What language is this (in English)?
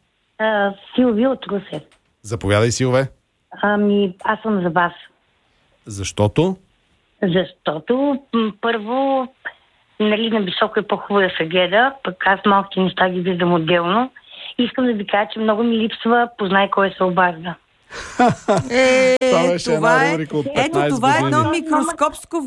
Bulgarian